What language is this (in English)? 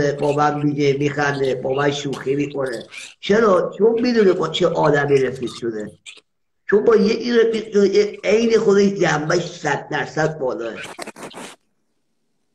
Persian